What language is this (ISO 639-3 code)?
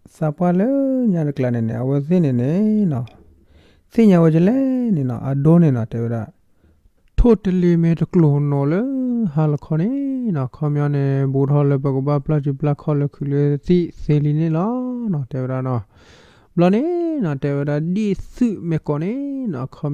ksw